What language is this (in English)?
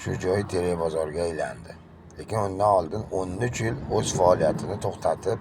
Uzbek